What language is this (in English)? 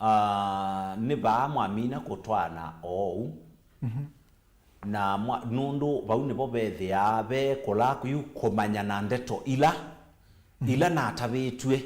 Kamba